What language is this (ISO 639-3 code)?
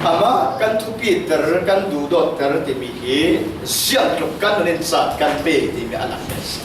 cfm